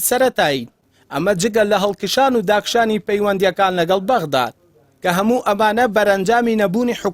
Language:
Central Kurdish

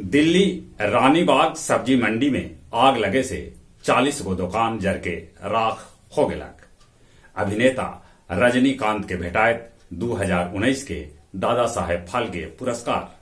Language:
Magahi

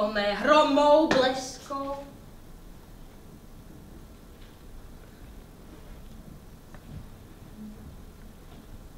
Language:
Slovak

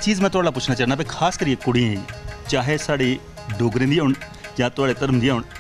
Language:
Dogri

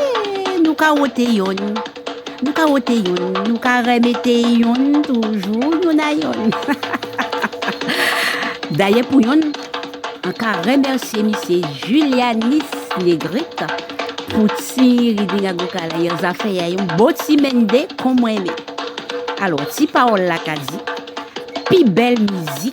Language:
Guadeloupean Creole French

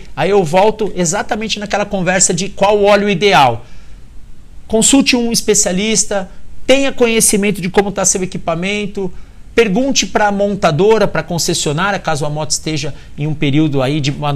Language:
Portuguese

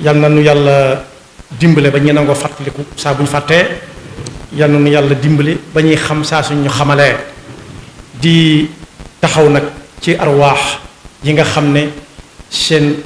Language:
Wolof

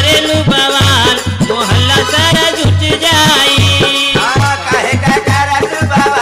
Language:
Bhojpuri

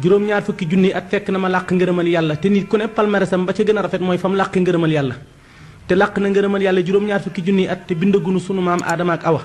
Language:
Wolof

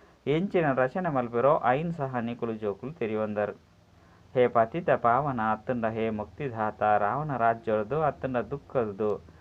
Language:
Tulu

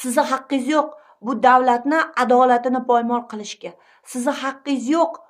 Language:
Uzbek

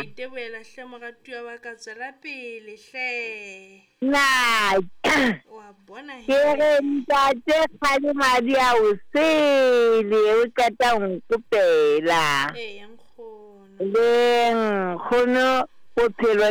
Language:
Southern Sotho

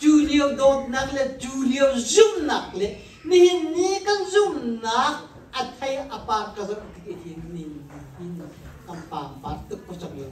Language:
Hakha Chin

